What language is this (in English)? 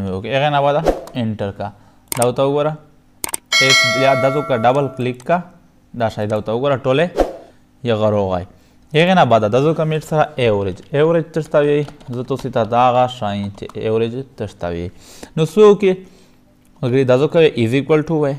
Pashto